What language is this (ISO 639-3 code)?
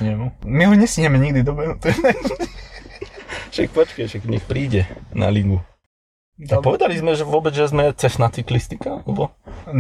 slk